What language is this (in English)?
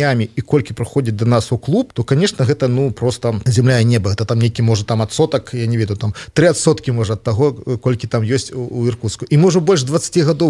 Belarusian